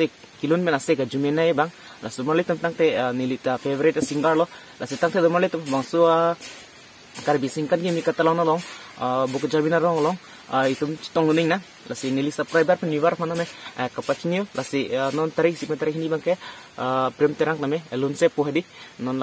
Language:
Karbi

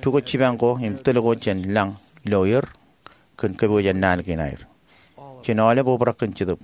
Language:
Marshallese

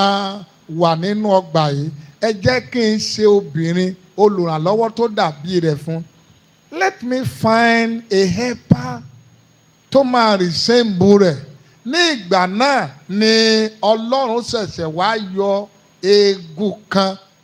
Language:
Yoruba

